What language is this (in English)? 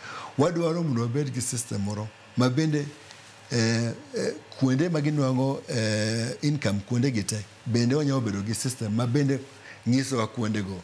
Luo (Kenya and Tanzania)